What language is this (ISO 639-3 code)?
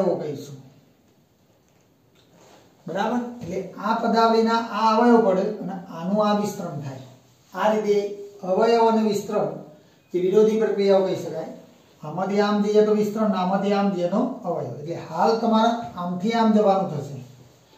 guj